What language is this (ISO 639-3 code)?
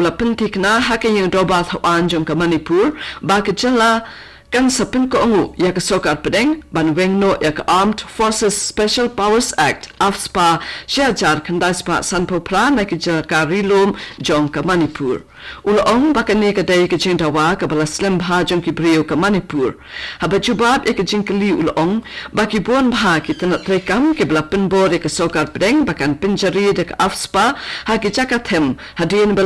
kha